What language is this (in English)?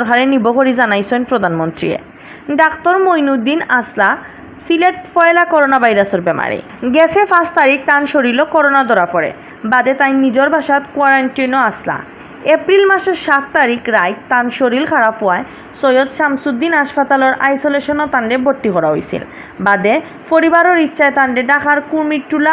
Sylheti